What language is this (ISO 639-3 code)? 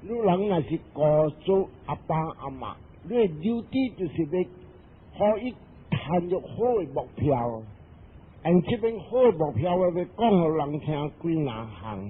nan